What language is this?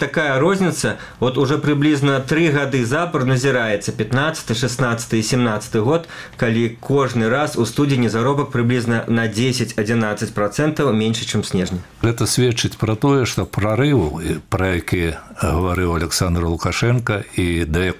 Belarusian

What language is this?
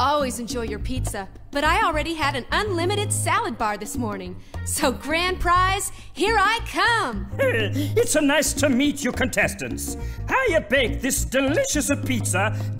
English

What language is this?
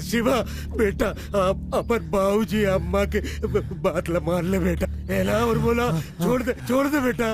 Chhattisgarhi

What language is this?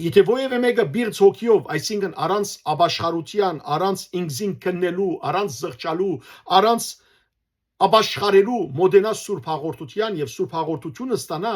Western Armenian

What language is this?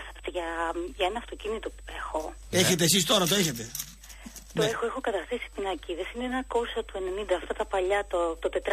Greek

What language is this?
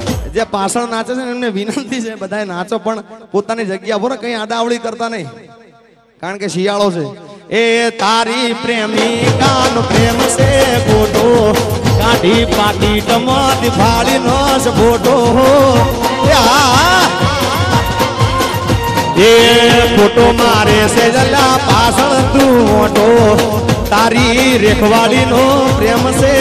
Gujarati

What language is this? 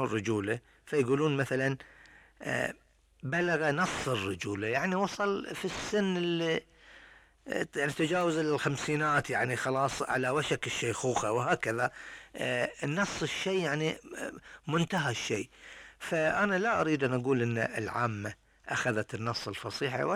Gulf Arabic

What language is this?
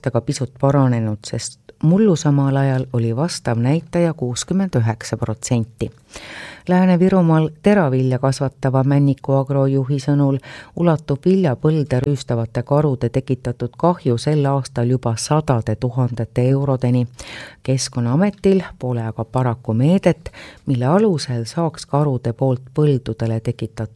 Estonian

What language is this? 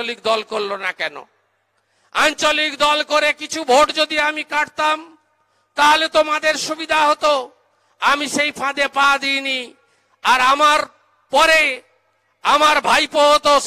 Bangla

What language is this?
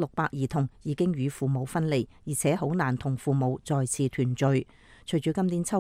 Cantonese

